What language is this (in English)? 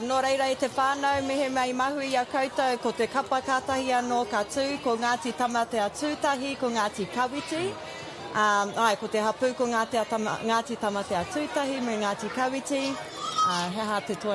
Māori